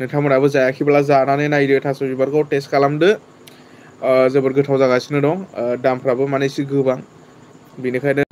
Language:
Bodo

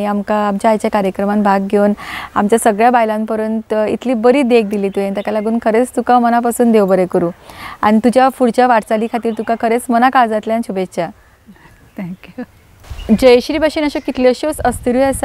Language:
Konkani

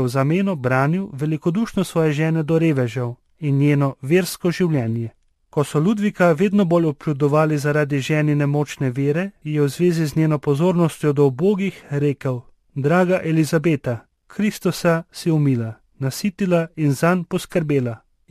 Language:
Slovenian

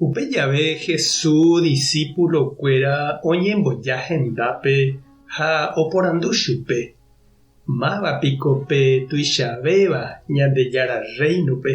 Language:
Guarani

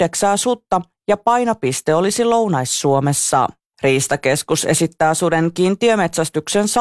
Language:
Finnish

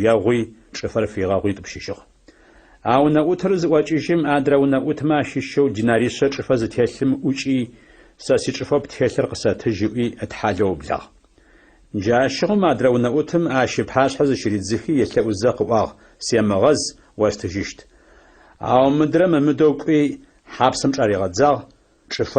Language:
Adyghe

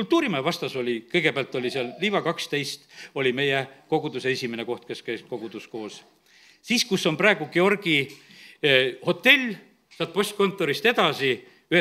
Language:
Estonian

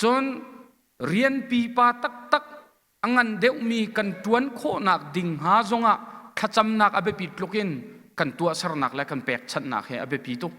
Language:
Hakha Chin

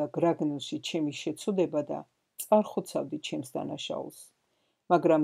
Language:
Georgian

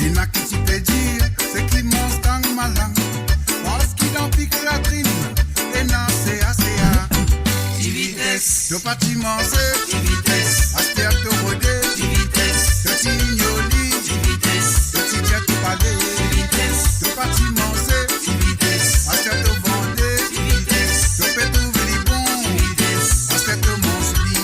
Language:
Morisyen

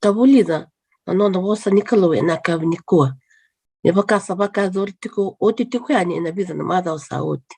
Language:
Fijian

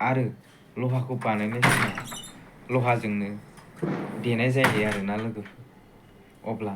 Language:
Bodo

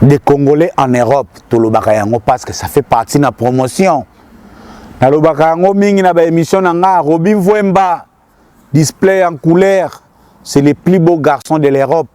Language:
Lingala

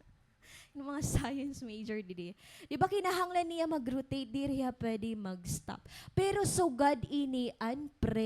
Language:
Waray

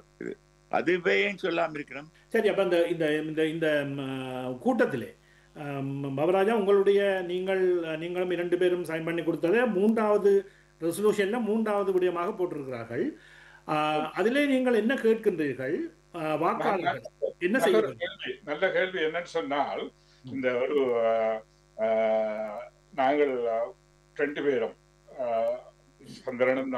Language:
Tamil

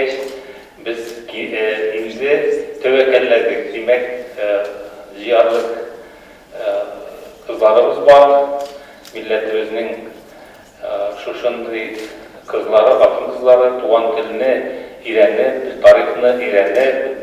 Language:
Tatar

